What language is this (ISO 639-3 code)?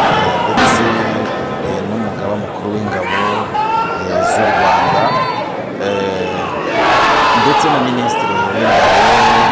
kin